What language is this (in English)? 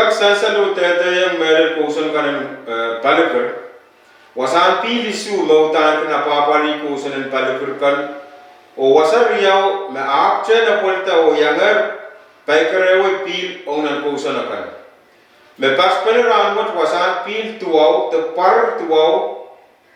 Pohnpeian